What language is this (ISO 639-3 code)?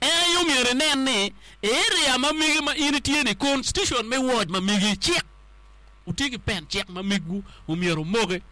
ach